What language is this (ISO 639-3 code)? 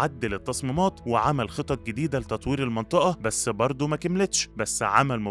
arz